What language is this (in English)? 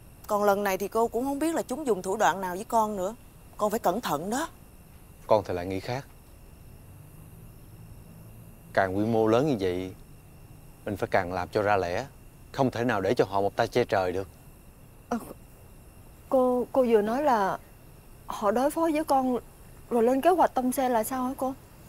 Vietnamese